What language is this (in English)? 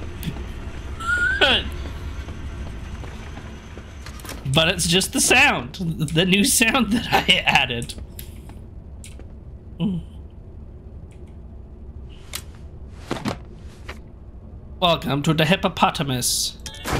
English